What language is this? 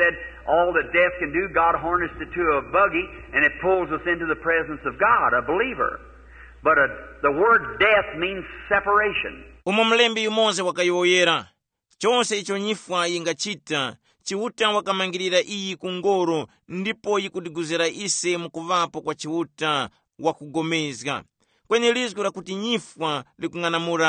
Tumbuka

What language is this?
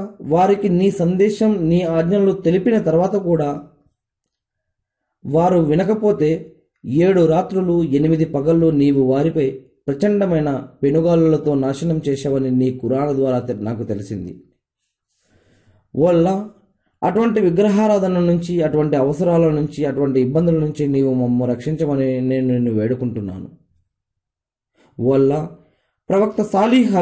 Telugu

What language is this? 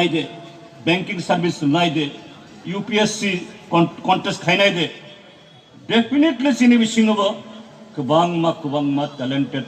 Kok Borok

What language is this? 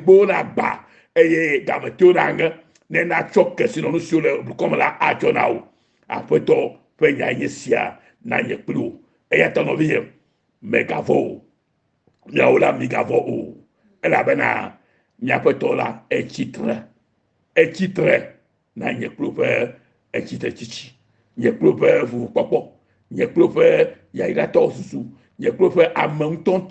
Ewe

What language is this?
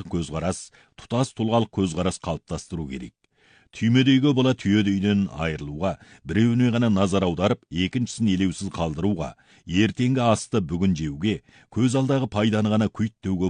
Kazakh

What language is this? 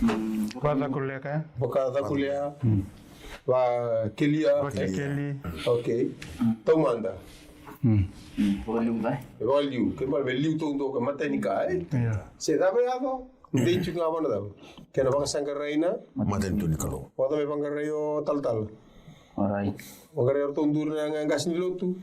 Fijian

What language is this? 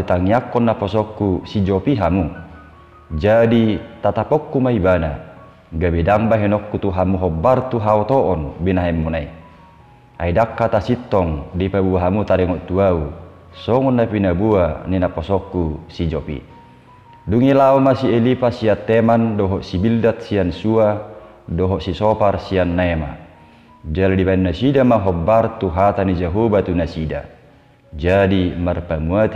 Batak Toba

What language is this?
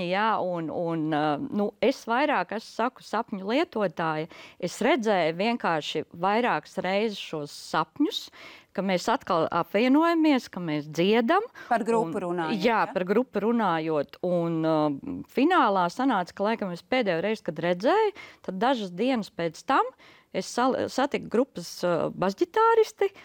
Latvian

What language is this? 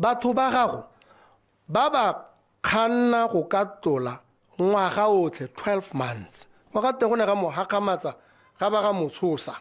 Tswana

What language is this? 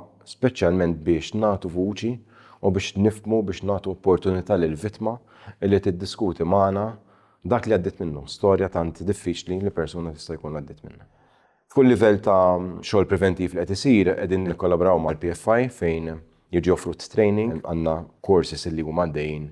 Maltese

